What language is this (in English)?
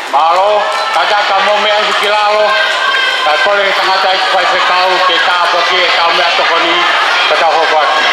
Tongan